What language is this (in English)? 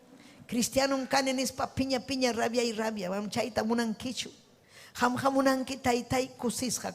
Ayacucho Quechua